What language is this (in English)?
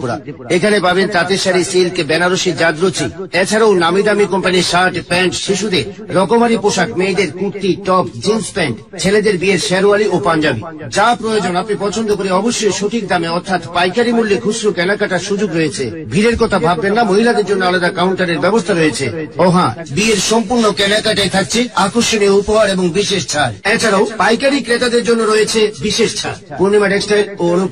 Bangla